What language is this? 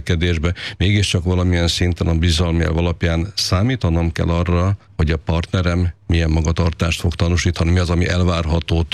Hungarian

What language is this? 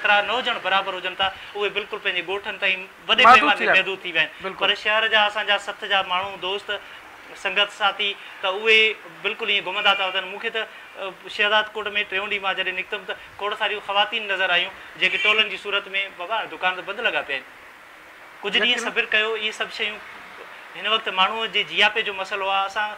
Sindhi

